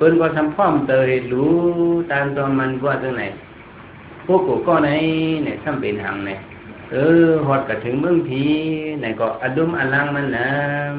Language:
Shan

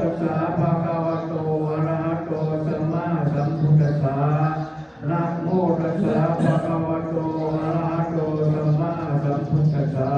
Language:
Pali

